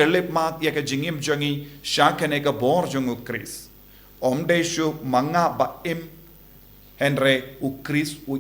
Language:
Khasi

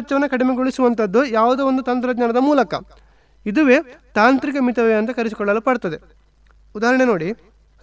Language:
Kannada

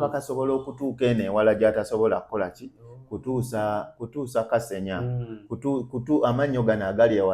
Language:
Ganda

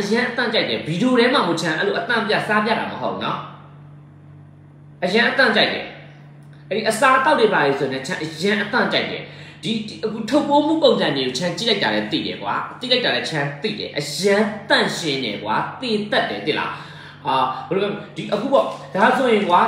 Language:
Burmese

